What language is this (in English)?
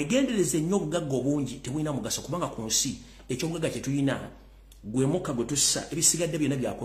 Ganda